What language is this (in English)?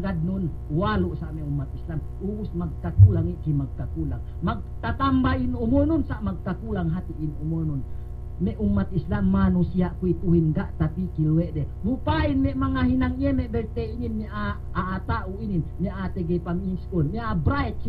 Yakan